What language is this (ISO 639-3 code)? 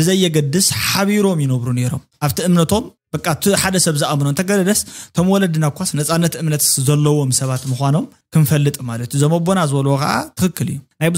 tir